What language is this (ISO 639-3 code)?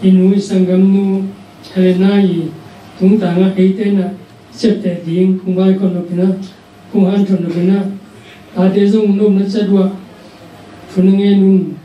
ctd